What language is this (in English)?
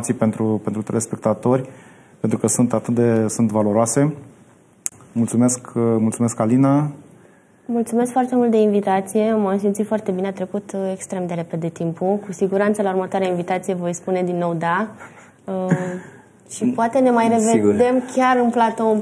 Romanian